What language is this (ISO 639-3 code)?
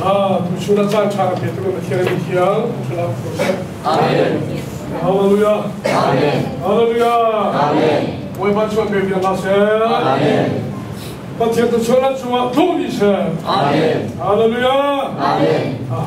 cnh